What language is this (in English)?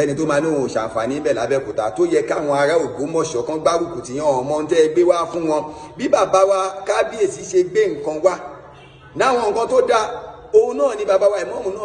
Yoruba